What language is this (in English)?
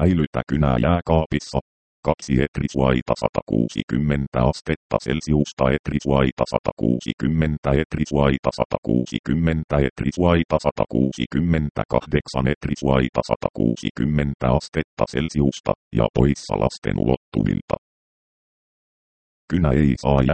Finnish